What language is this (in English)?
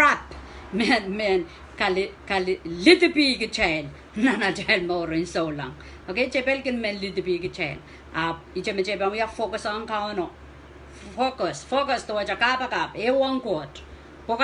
Pohnpeian